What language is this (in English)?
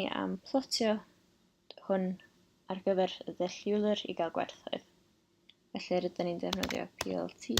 Welsh